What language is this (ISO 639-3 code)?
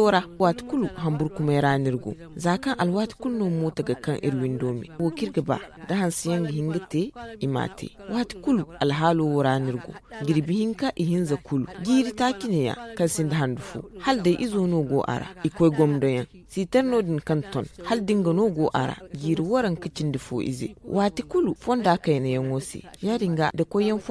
dje